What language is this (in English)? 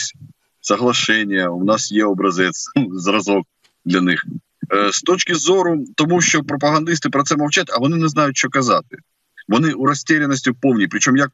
Ukrainian